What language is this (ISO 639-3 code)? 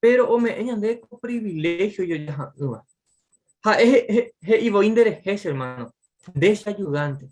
grn